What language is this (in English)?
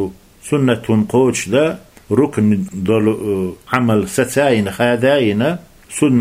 Chechen